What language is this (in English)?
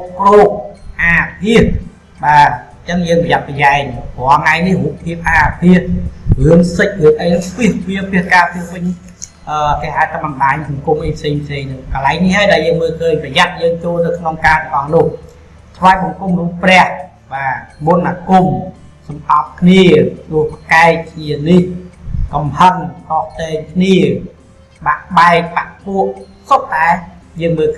Khmer